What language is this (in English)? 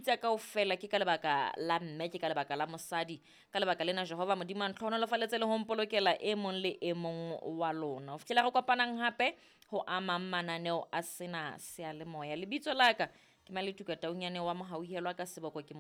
Southern Sotho